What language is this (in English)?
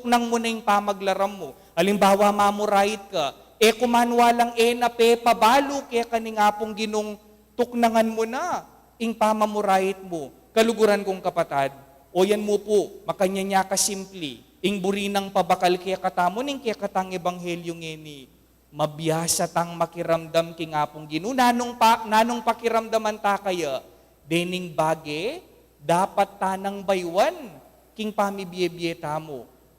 Pampanga